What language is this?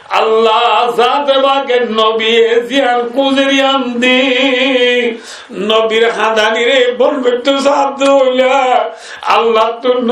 Rohingya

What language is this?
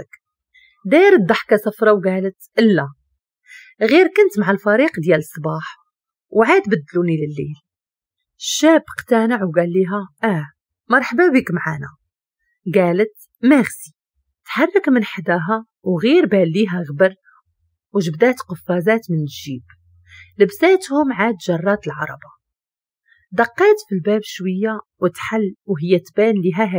Moroccan Arabic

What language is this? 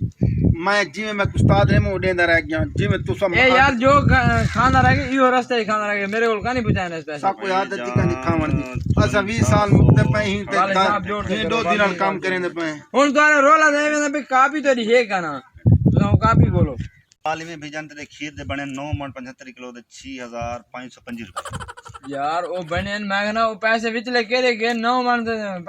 Saraiki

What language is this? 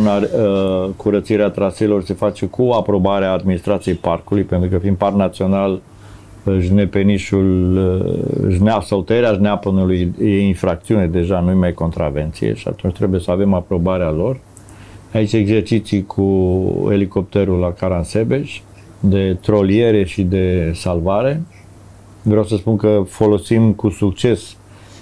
Romanian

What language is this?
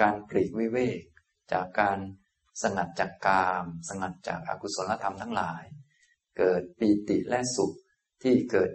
Thai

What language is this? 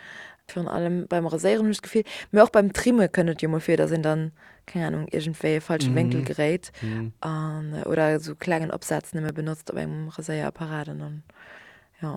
Luxembourgish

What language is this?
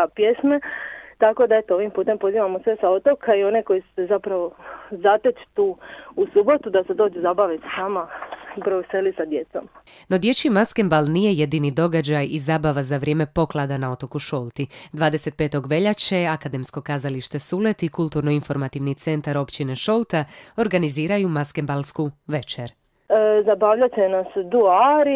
Croatian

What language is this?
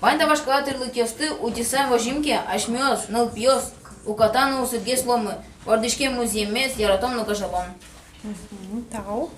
Udmurt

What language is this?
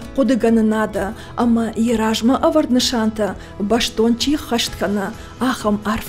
Ossetic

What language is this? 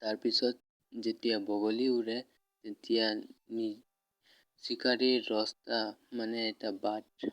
Assamese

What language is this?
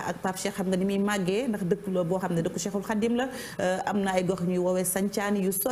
Wolof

